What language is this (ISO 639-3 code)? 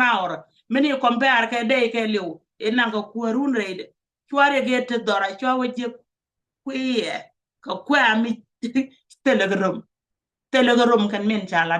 nus